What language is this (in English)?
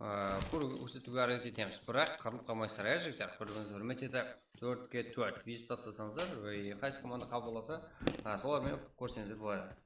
Kara-Kalpak